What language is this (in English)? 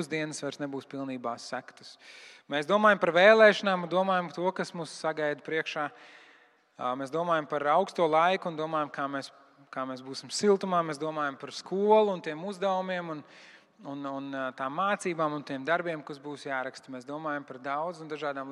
Latvian